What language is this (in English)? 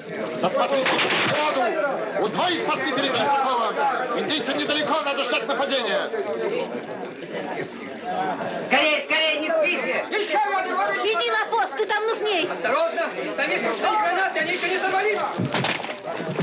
Russian